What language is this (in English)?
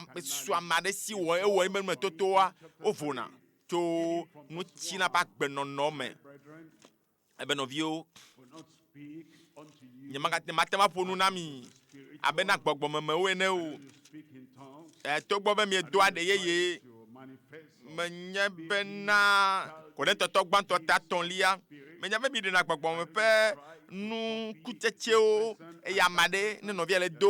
Ewe